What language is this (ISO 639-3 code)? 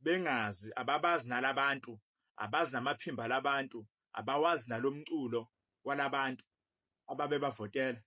zul